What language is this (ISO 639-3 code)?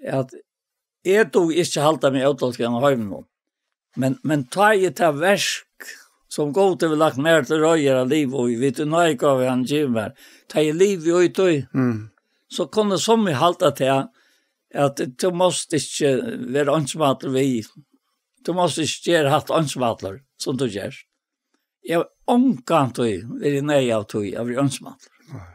fao